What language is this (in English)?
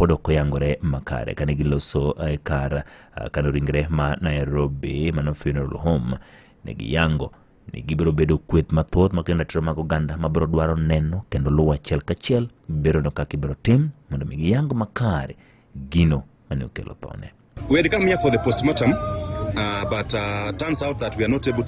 Luo (Kenya and Tanzania)